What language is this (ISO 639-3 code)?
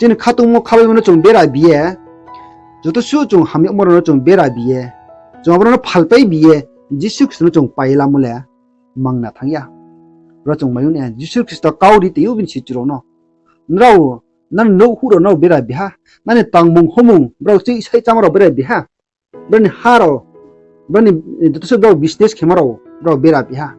ria